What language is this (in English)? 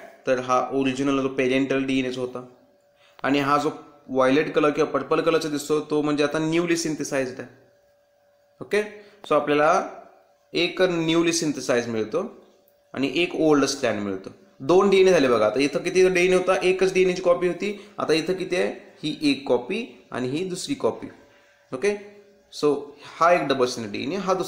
Marathi